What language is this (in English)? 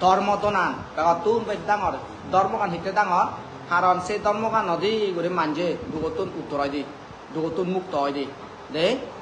Chakma